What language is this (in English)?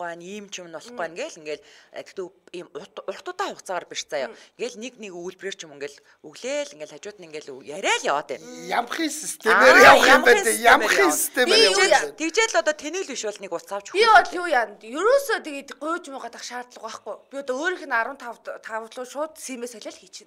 Mongolian